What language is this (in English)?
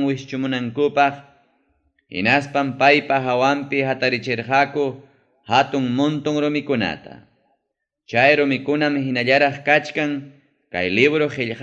Ayacucho Quechua